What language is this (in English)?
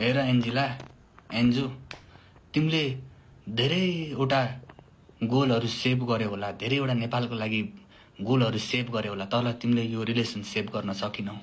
Nepali